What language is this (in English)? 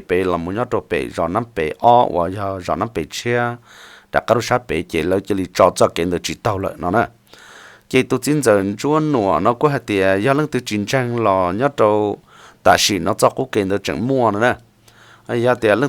Hmong